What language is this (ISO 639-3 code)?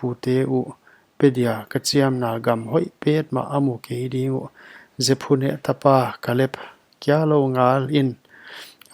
pck